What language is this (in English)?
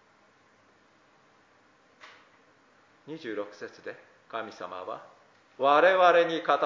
Japanese